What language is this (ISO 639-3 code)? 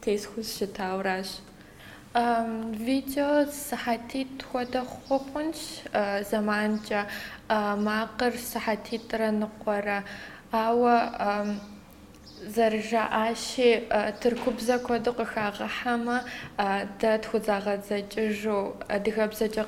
kbd